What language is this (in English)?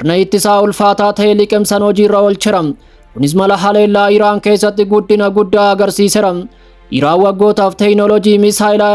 Oromo